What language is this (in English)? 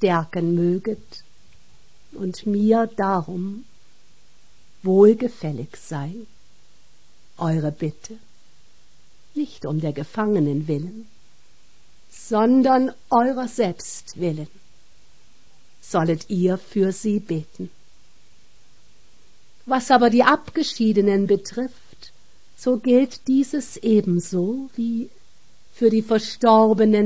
German